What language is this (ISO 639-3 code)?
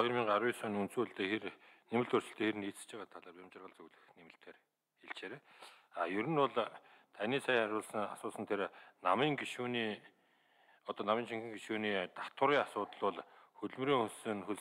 mon